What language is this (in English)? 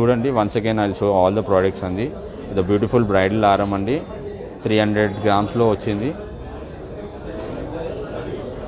Telugu